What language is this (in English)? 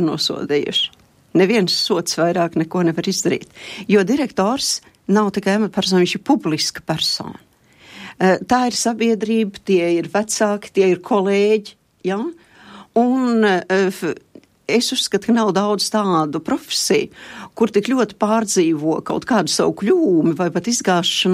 Latvian